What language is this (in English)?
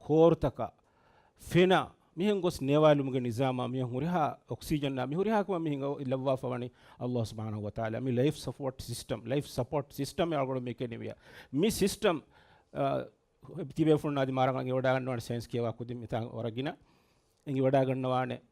Divehi